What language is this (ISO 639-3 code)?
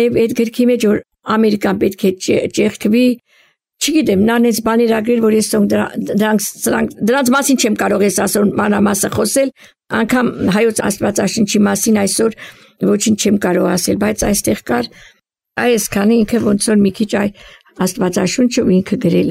hye